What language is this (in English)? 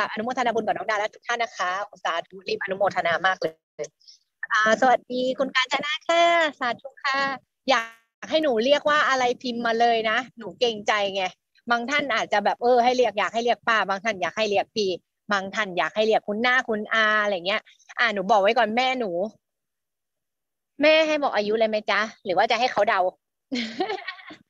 Thai